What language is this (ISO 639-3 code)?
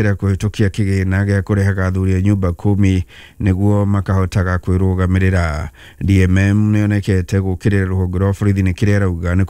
kik